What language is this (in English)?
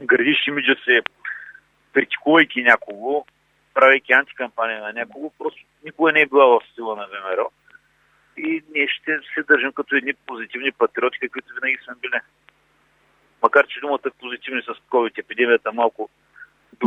Bulgarian